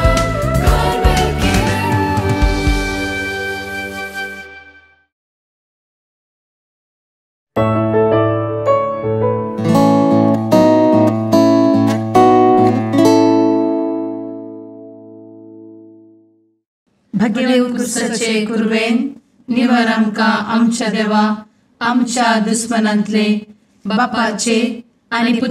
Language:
Konkani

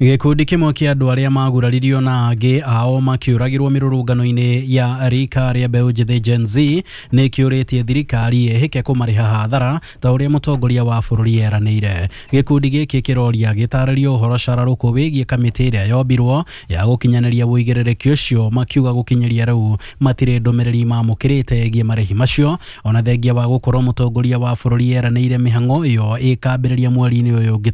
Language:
Kikuyu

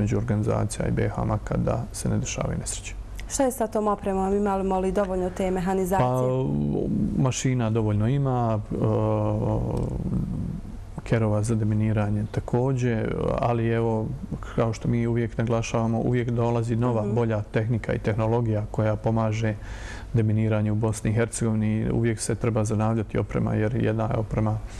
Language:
Bosnian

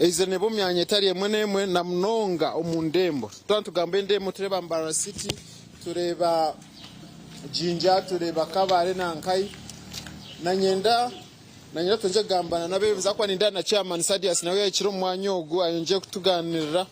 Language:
Nyankole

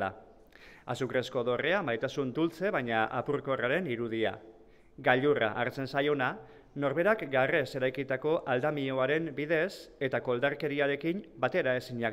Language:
Basque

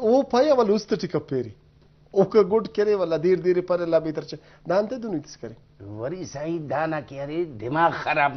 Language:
Brahui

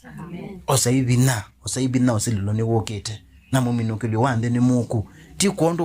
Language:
Kamba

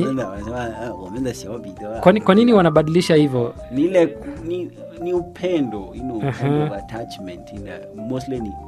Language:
Swahili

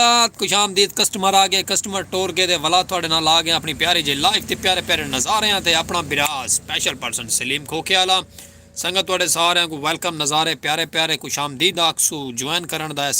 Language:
Saraiki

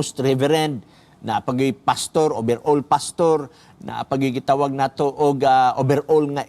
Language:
Cebuano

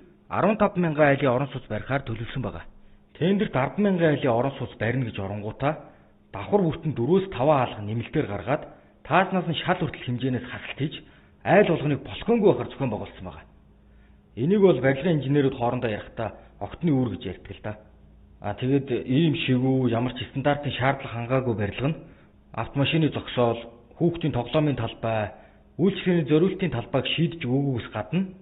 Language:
Mongolian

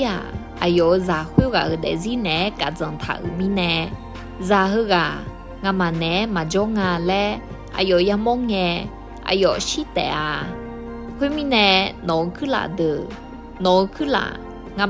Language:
Akha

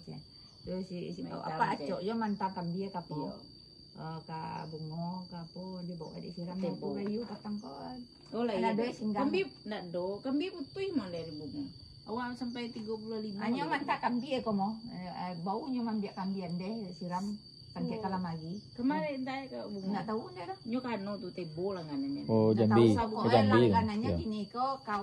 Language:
Minangkabau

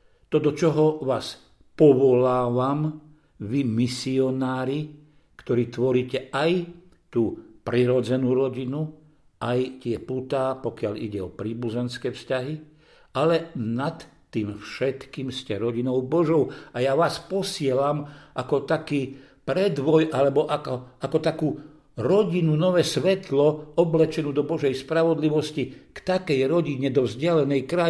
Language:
Slovak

